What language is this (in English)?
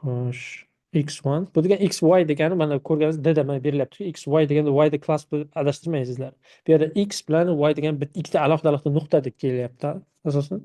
Uzbek